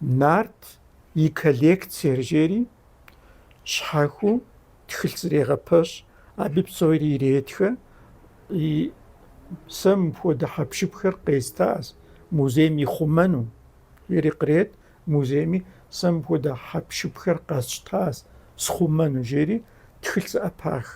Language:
Kabardian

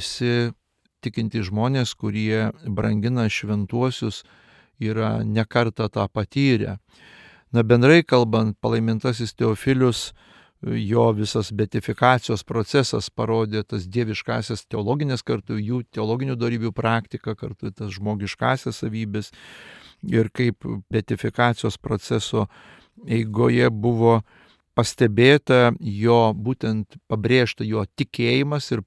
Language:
Lithuanian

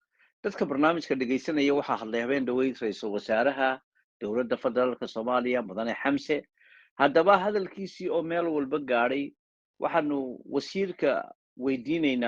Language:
Somali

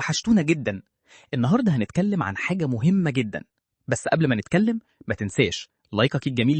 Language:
Egyptian Arabic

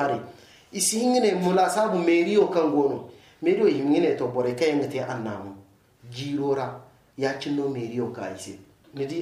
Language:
Zarma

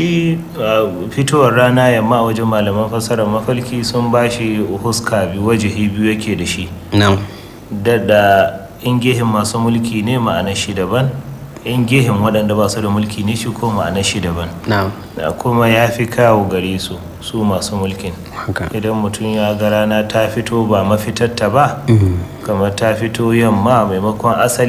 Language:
Hausa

